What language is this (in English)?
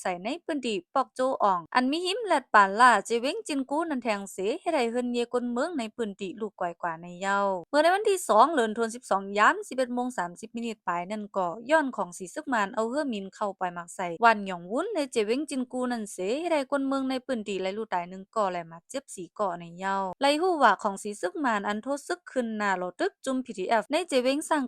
Shan